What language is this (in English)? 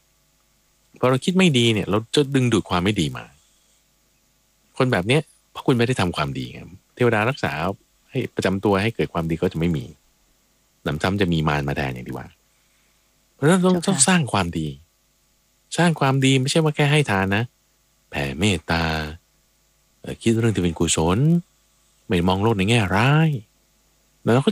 Thai